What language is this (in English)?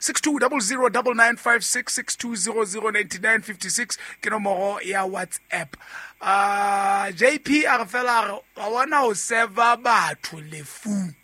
Southern Sotho